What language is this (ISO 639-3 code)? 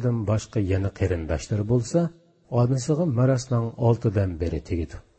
uig